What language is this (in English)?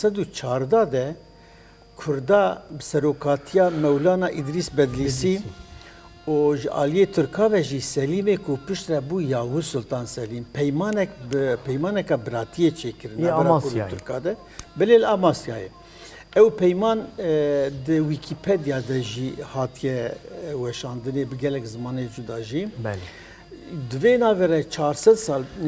Kurdish